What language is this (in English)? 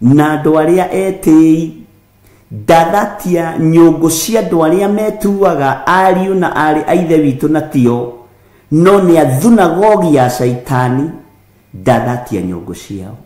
Kikuyu